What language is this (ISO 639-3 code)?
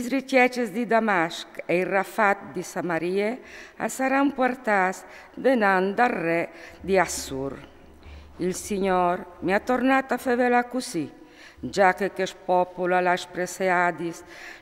fur